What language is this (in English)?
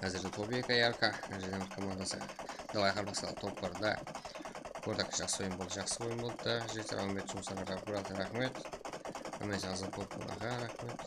Kara-Kalpak